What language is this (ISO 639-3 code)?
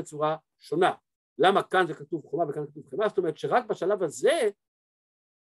heb